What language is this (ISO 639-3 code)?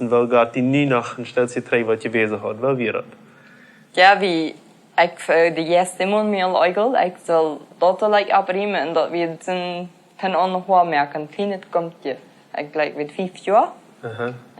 pdt